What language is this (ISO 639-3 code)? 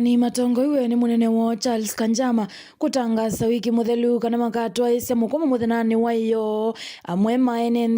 kam